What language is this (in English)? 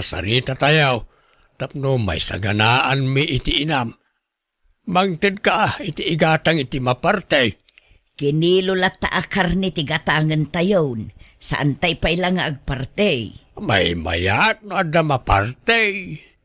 Iloko